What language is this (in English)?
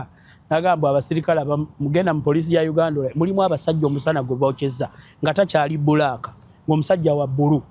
Ganda